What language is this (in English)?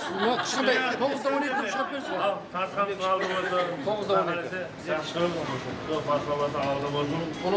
Kara-Kalpak